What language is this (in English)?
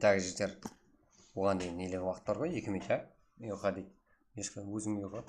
Kara-Kalpak